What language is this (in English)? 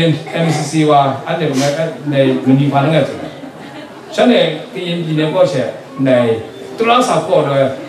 Kachin